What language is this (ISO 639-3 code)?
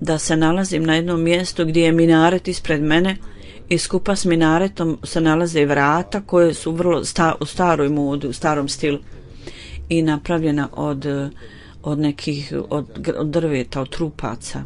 bos